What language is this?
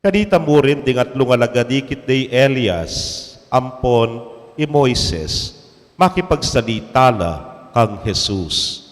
Pampanga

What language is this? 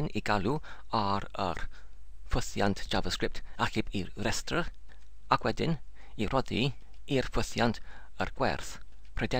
Welsh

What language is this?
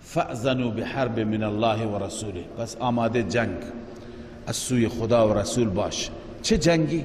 Persian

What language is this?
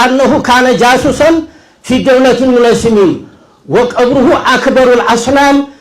Amharic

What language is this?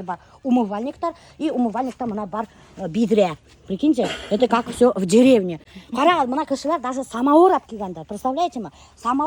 Bashkir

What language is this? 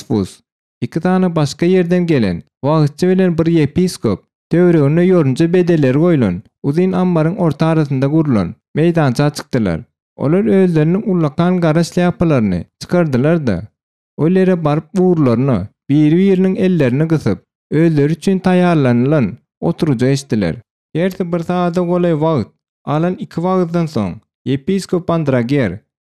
Turkmen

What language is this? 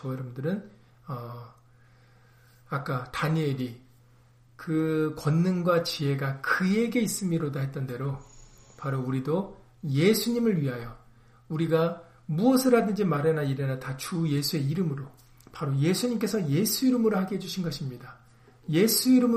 Korean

